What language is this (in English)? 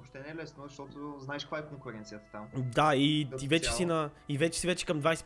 Bulgarian